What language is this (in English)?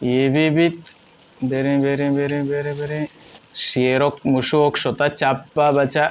Baluchi